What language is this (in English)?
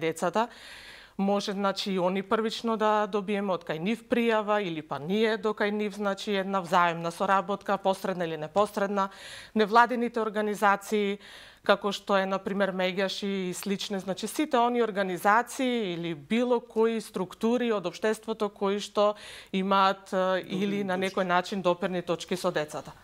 Macedonian